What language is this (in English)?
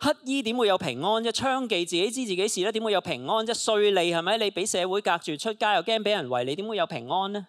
Cantonese